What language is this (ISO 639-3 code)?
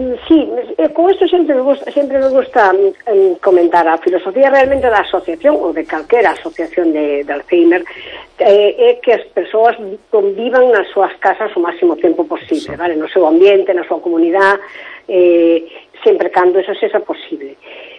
glg